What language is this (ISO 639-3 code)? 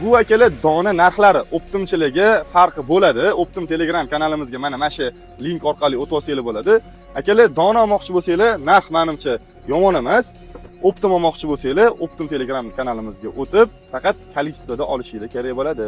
uzb